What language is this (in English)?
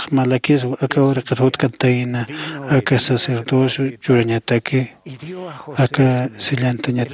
Aymara